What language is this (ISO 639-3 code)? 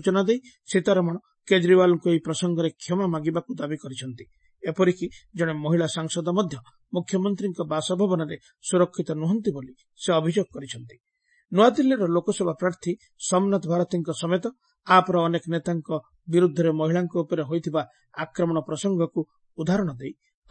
ori